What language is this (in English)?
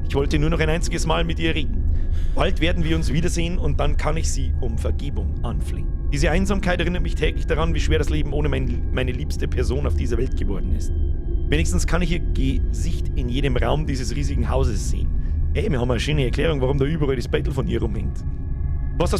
Bavarian